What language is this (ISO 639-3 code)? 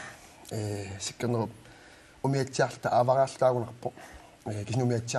kal